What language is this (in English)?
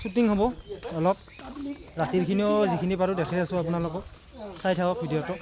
Assamese